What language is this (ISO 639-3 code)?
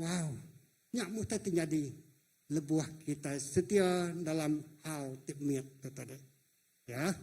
iba